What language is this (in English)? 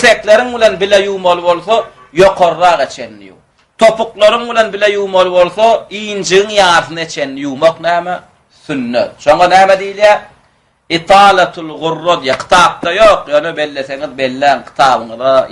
Turkmen